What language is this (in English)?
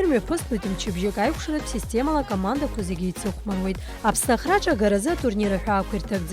Abkhazian